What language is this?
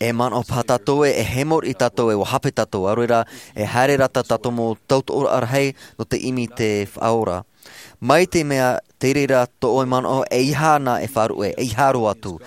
Tahitian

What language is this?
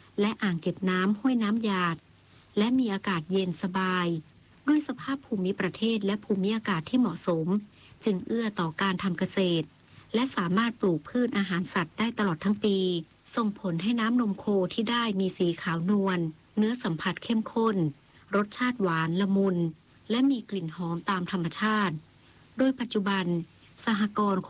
Thai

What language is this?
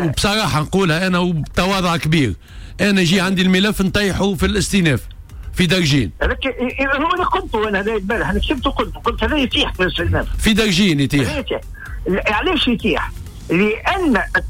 Tunisian Arabic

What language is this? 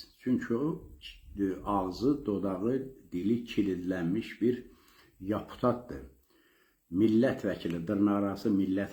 Azerbaijani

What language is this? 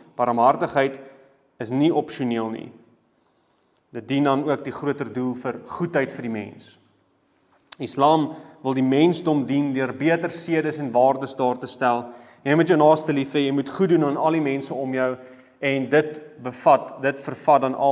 Afrikaans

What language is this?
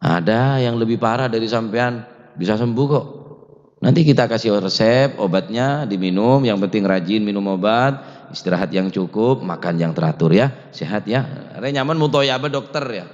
Madurese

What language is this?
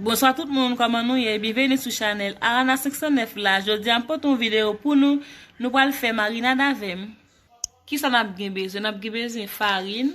Haitian Creole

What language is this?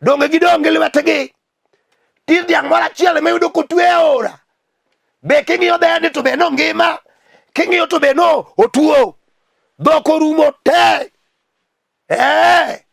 Luo (Kenya and Tanzania)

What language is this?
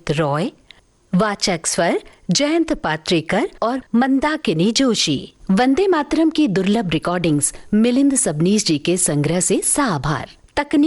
Hindi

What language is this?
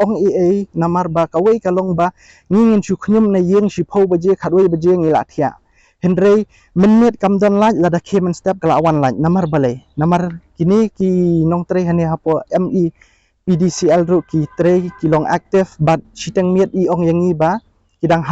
Khasi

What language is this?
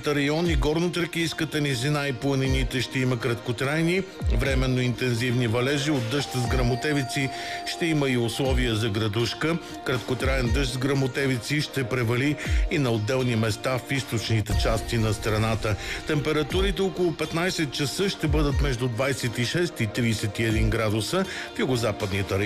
Bulgarian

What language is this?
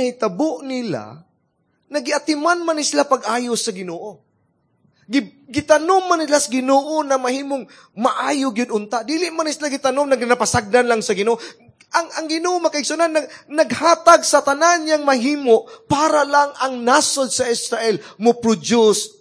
Cebuano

